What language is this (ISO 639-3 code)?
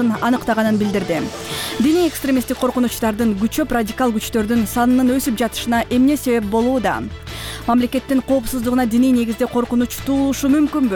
kir